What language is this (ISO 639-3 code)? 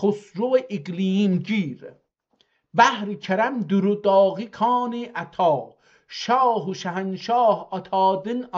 azb